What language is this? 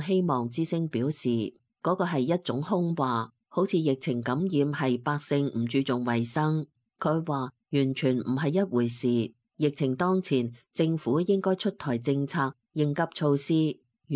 Cantonese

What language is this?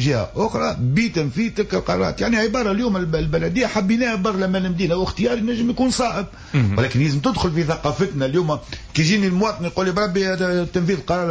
Tunisian Arabic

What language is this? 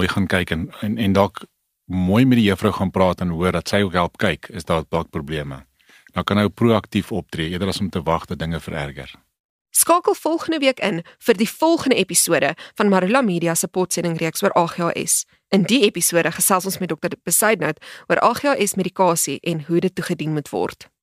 Afrikaans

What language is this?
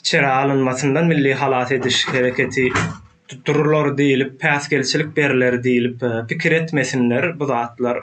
Turkmen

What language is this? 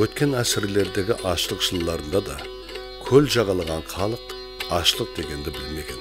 Kara-Kalpak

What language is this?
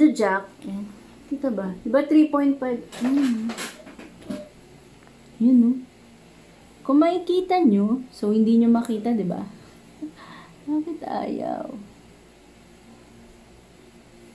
Filipino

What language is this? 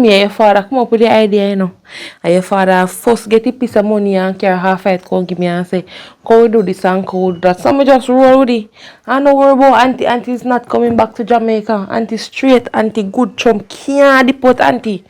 Jamaican Creole English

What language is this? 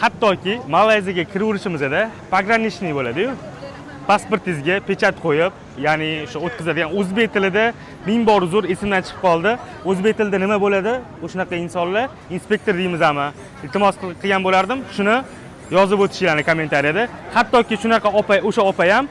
Uzbek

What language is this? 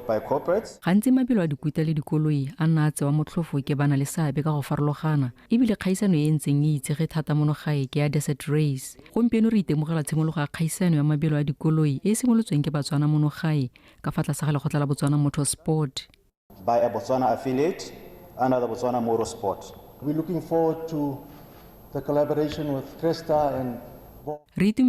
Tswana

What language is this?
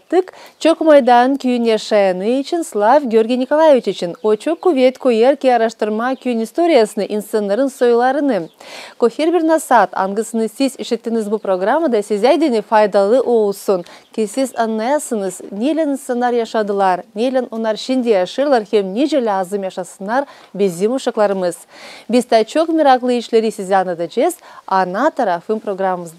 Gagauz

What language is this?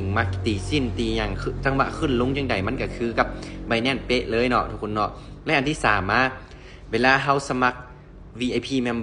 Lao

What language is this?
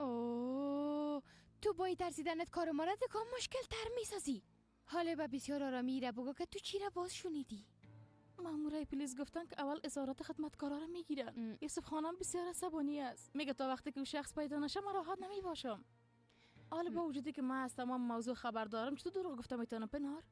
Persian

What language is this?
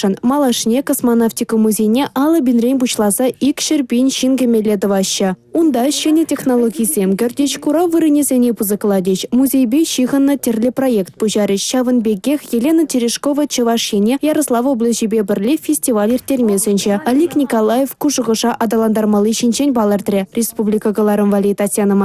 Chuvash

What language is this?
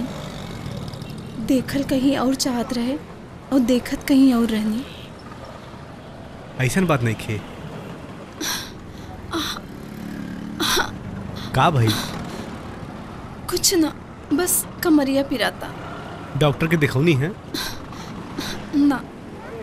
Bhojpuri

